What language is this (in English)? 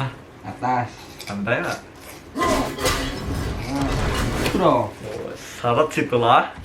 Banjar